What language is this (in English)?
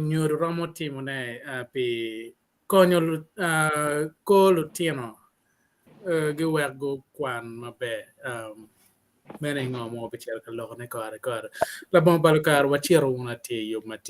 Acoli